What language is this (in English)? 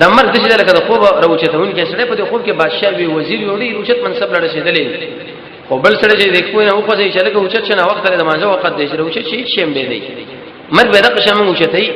Pashto